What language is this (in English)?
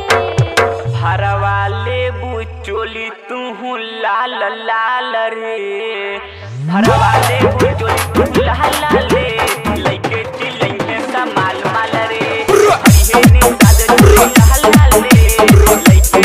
Bhojpuri